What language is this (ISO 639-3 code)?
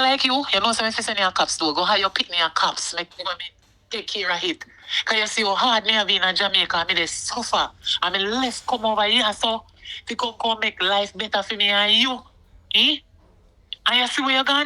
jam